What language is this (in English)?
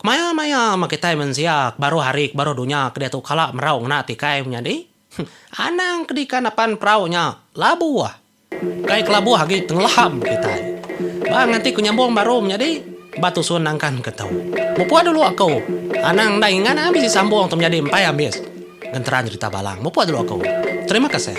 Iban